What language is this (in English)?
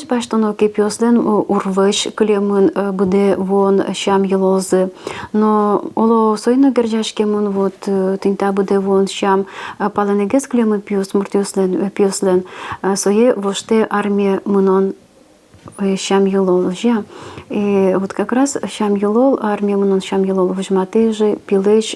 Udmurt